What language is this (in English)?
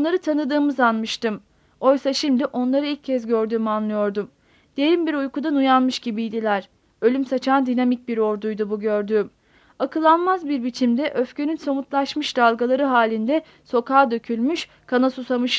Turkish